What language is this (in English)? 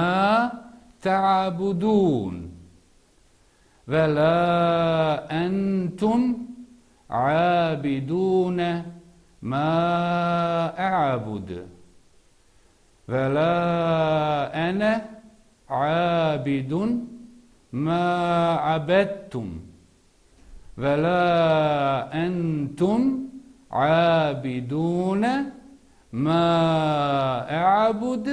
Bosnian